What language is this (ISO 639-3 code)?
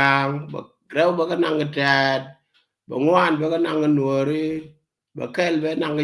nus